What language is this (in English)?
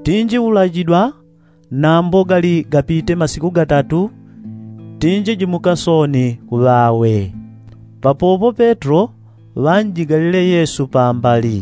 Yao